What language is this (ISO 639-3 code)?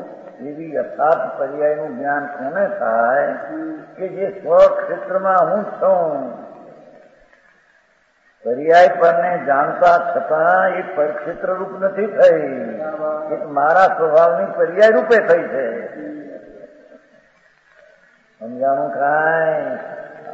guj